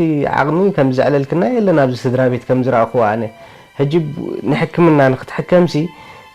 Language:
Tigrinya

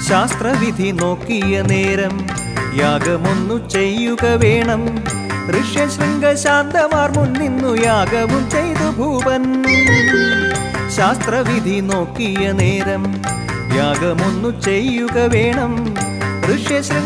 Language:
Malayalam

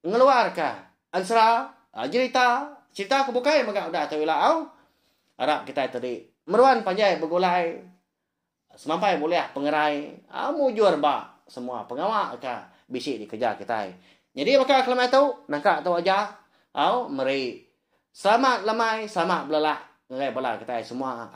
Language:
Iban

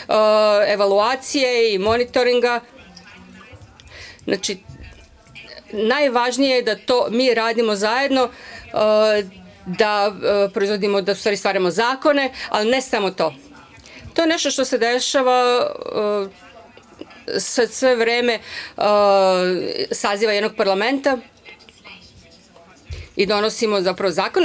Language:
Serbian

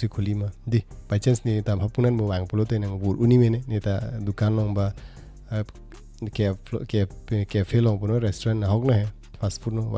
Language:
Karbi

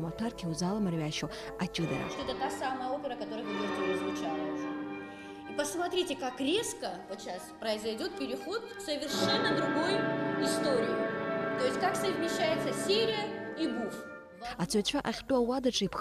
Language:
Abkhazian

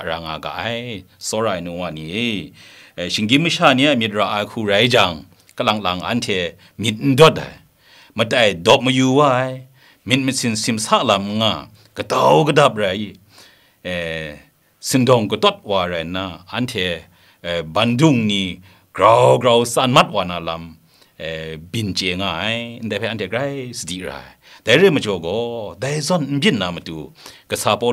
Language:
Kachin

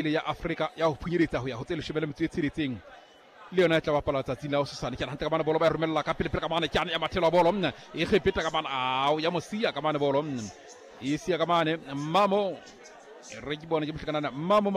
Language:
Southern Sotho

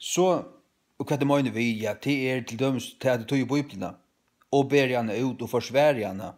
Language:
Faroese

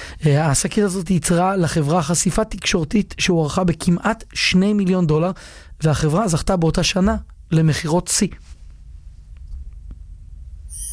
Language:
Hebrew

